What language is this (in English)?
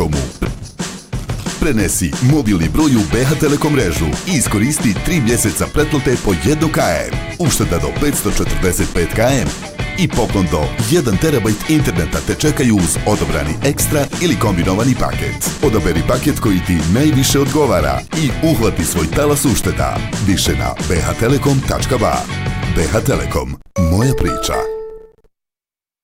Bosnian